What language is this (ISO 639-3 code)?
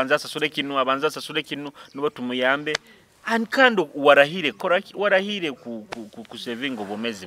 nyo